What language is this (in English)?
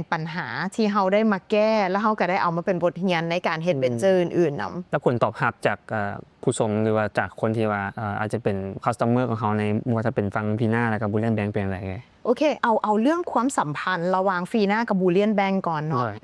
Lao